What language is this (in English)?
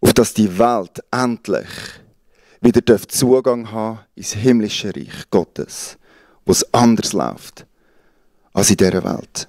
Swiss German